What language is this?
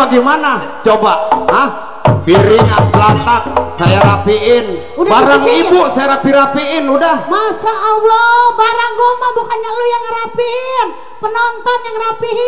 Betawi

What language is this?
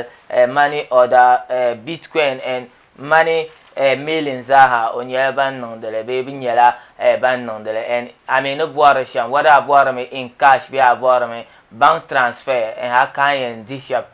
Dagbani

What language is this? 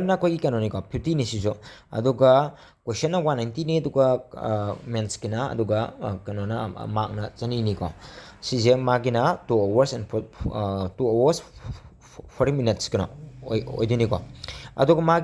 Manipuri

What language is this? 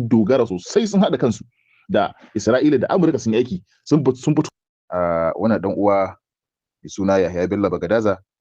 Hausa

